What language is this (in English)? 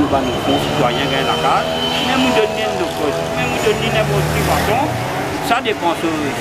Morisyen